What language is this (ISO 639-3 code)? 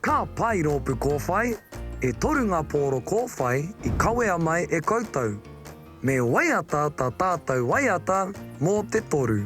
mri